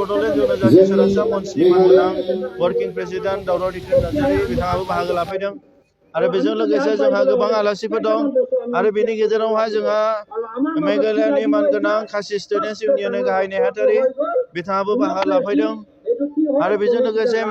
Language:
Bodo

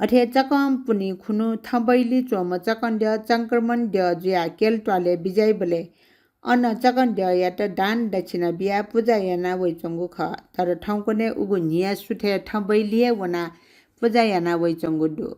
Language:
Newari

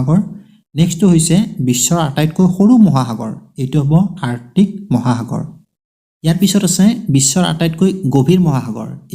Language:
Assamese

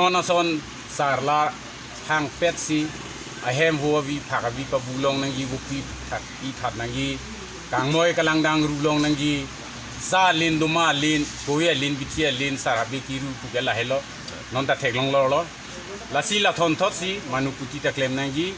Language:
Karbi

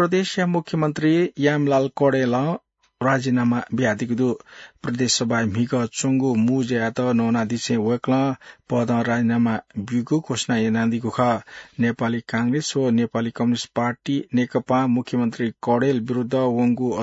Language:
Newari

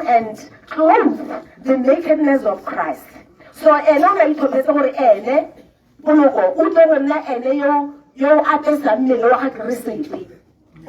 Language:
Tswana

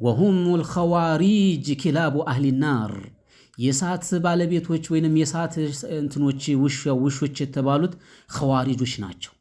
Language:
Amharic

